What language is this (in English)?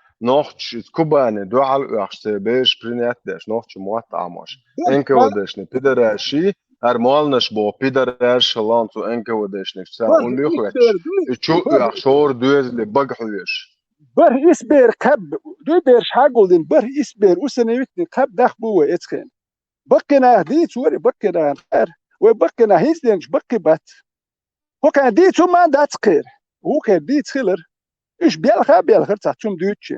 Chechen